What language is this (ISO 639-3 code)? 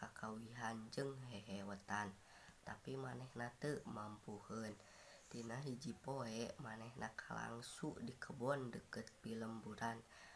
sun